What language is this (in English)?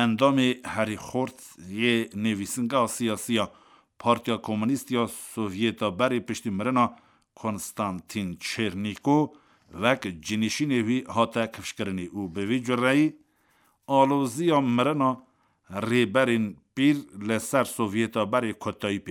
Kurdish